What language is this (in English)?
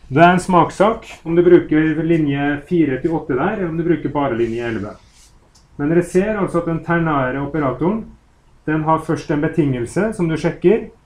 Norwegian